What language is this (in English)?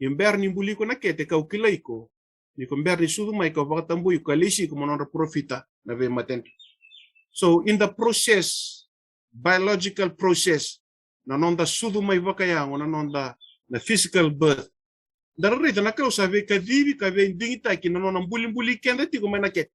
Fijian